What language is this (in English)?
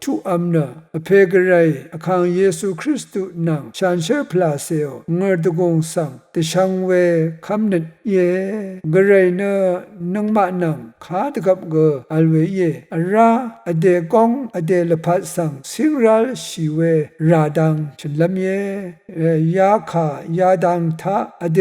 Rawang